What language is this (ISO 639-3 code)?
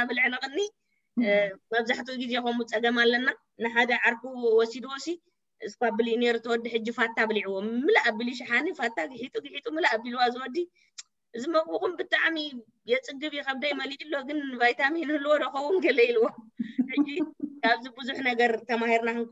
tir